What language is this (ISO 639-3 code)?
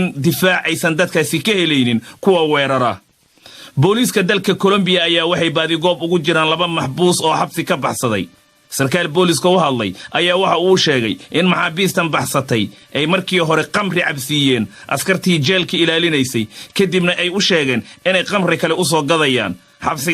som